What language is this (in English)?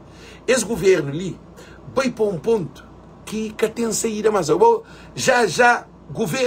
Kabuverdianu